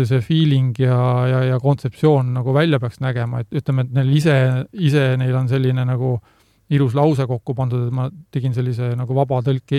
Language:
Estonian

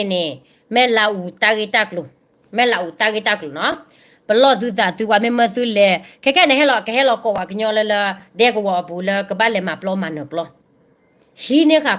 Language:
S'gaw Karen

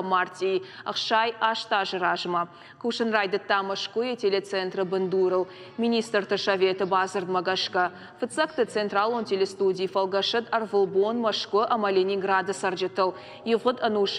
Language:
Ossetic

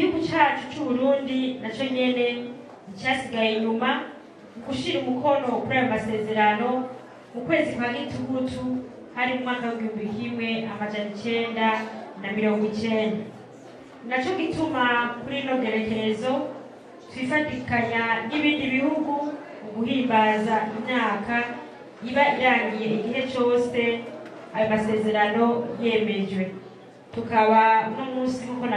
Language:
Rundi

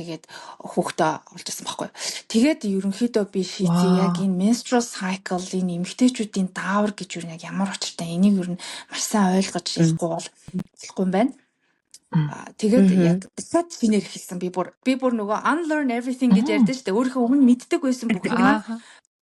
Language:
Mongolian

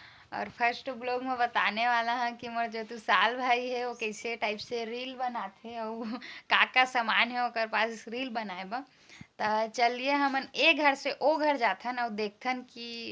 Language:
Chhattisgarhi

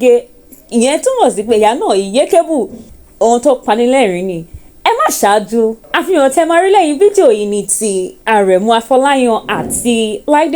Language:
Yoruba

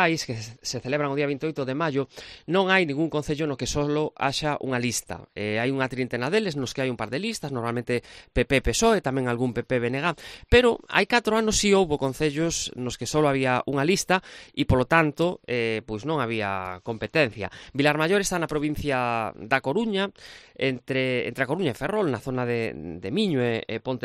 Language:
Galician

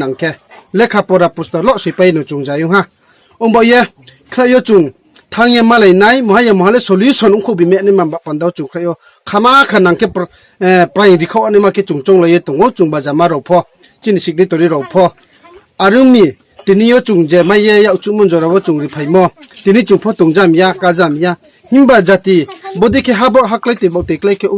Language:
Riang (India)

